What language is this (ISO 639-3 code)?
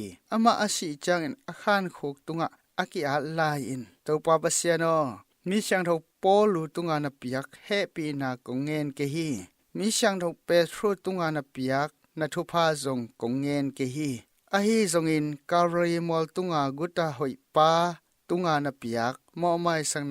ctd